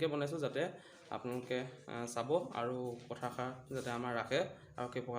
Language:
Assamese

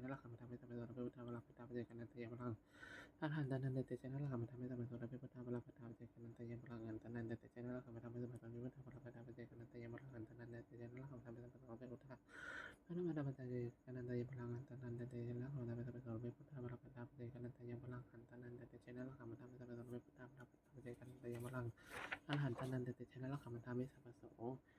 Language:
Pali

